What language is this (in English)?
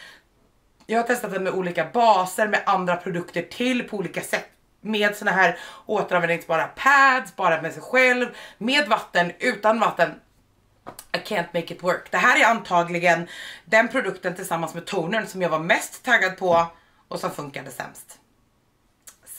Swedish